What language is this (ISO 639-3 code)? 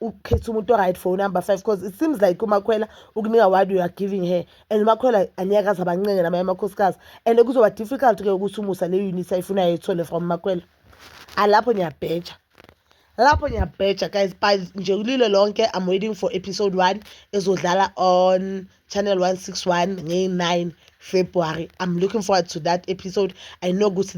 zul